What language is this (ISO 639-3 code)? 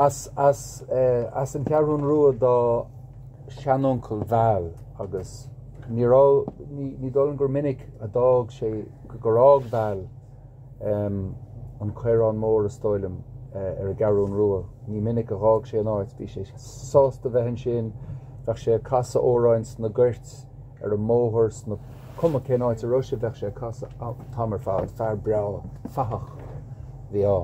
gle